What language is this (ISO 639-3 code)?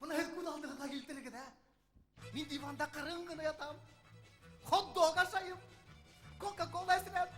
bak